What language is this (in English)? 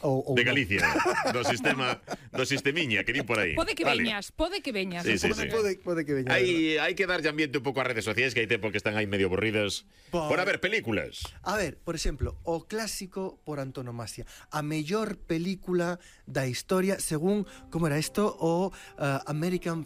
Galician